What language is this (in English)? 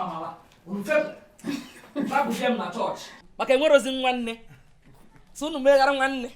Igbo